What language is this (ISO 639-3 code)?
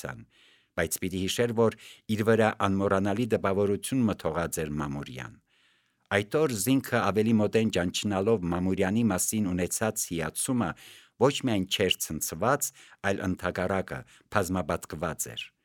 hye